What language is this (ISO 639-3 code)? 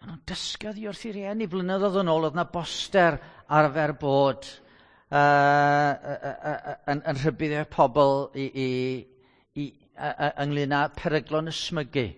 cym